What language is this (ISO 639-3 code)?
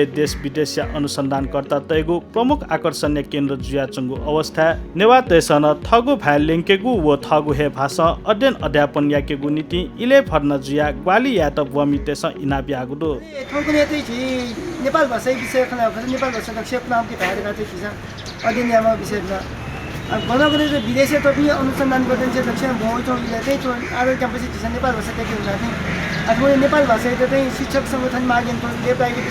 new